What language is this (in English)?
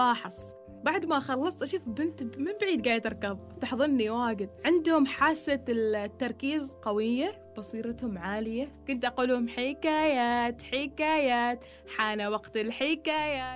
Gulf Arabic